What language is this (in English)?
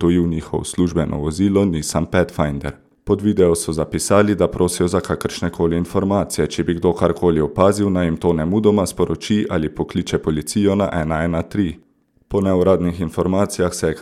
Slovenian